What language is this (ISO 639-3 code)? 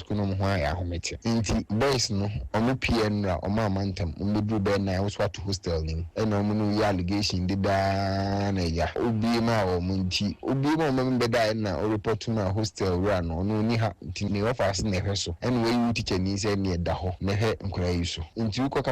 aka